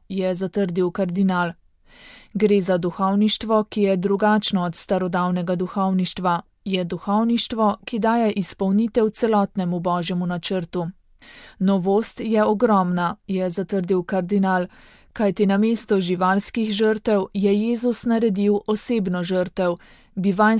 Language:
Slovenian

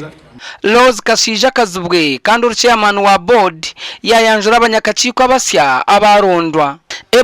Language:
Nyankole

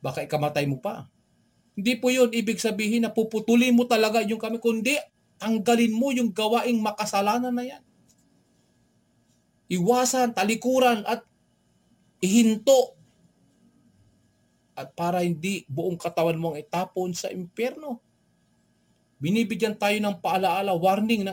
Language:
Filipino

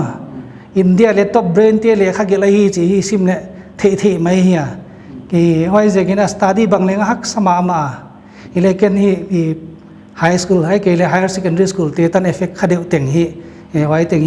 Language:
Paite Chin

